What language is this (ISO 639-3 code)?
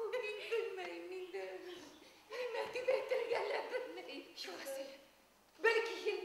bak